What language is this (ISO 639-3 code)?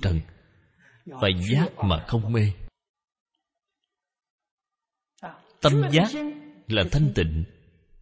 vie